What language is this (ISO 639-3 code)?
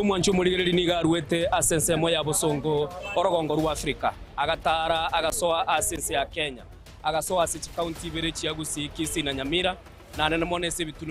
guz